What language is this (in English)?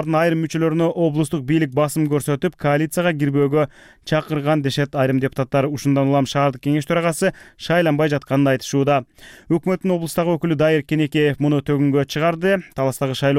Kyrgyz